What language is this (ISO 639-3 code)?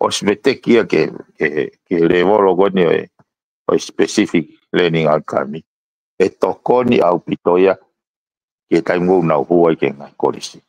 ton